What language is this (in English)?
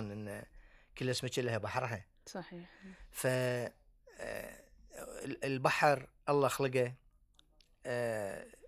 Gulf Arabic